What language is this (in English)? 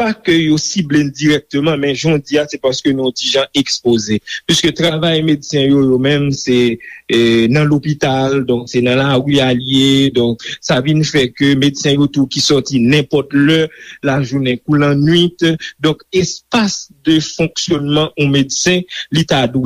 Haitian Creole